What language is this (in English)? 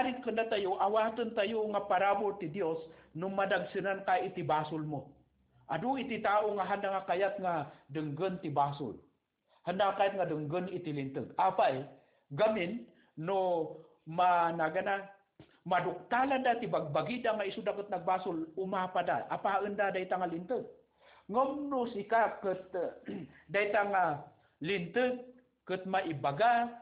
Iloko